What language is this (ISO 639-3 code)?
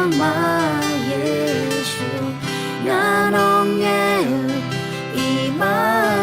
ahk